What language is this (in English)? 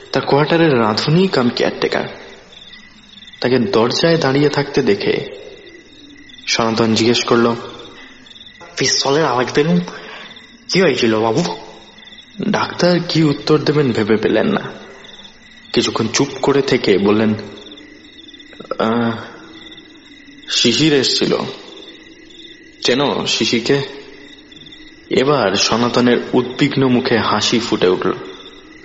Bangla